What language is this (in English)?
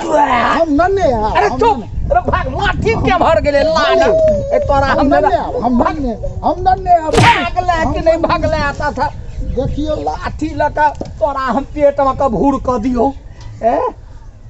Maithili